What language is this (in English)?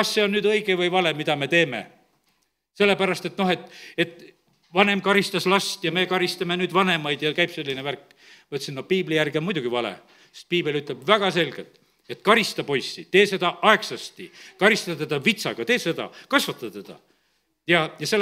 Estonian